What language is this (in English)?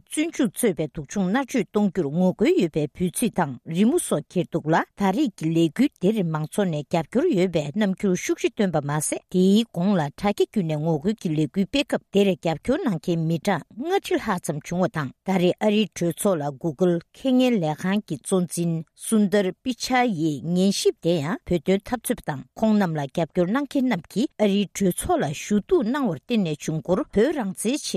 Tibetan